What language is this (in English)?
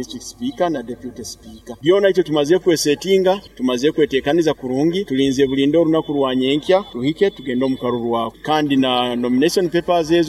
Nyoro